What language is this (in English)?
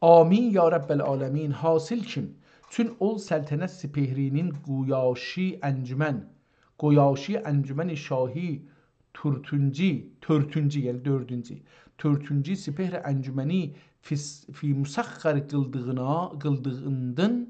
South Azerbaijani